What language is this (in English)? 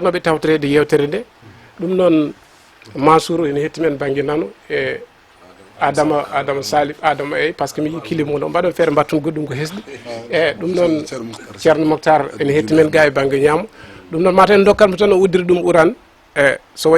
Fula